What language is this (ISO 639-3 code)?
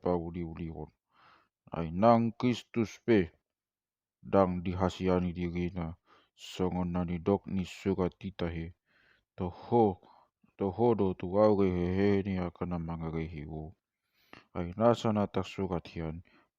bbc